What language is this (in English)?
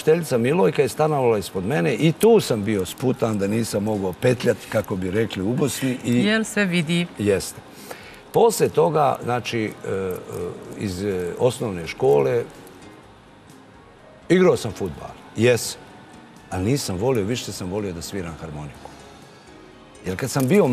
Serbian